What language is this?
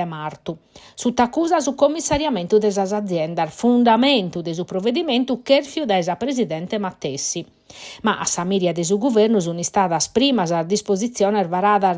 Sardinian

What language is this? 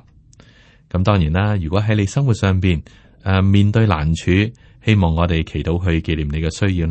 Cantonese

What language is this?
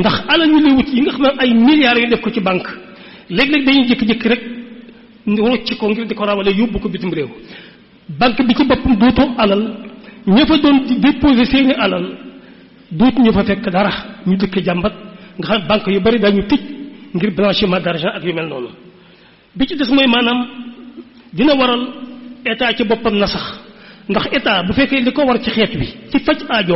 Wolof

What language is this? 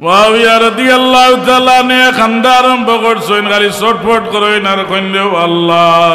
Sylheti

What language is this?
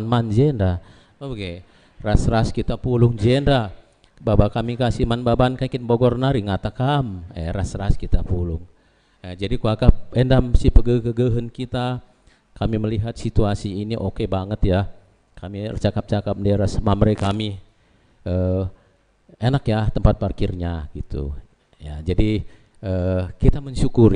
Batak Karo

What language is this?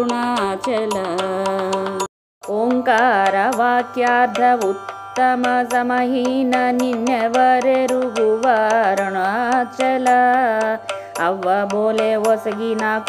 Telugu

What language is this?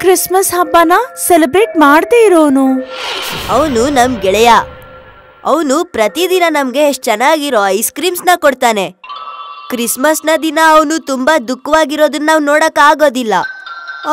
Kannada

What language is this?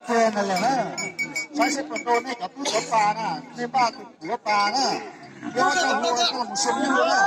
Hmong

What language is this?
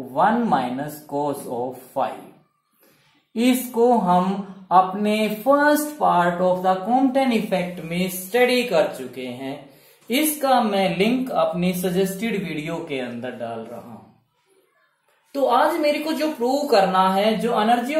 Hindi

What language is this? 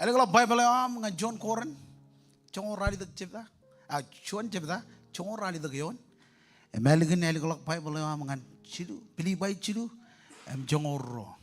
Marshallese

